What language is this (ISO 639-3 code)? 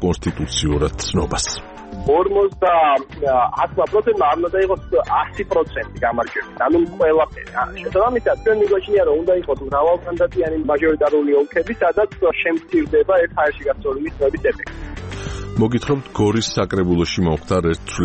kat